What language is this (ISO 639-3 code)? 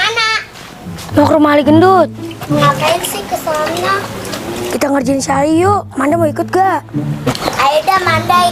bew